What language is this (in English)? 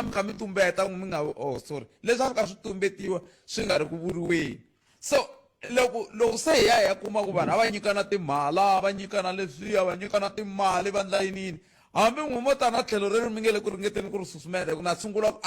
Tsonga